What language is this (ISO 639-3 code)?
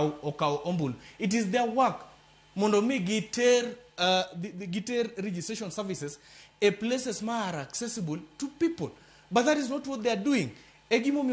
luo